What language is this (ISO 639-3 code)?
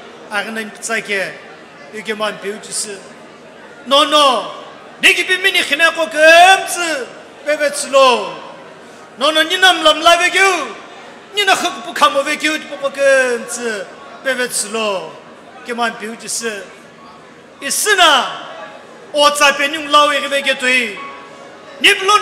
nsm